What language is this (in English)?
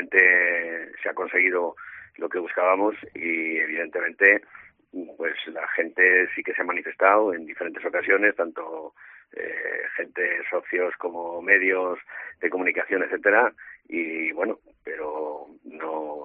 Spanish